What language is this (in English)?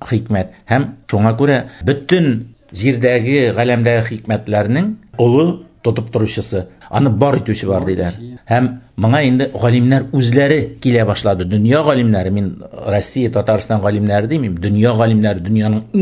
Tatar